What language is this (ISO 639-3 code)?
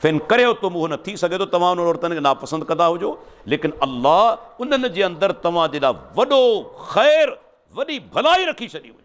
snd